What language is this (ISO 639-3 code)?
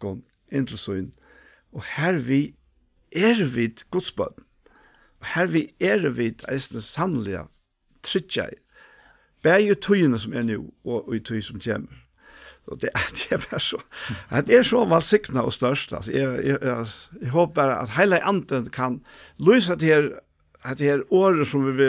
fao